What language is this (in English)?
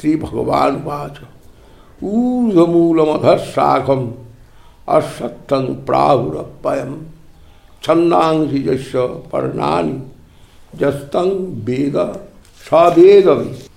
Sanskrit